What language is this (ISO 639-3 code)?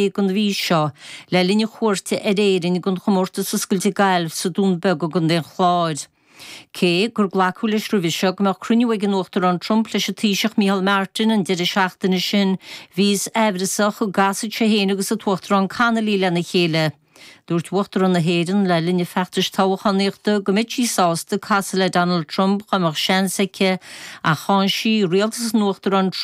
gle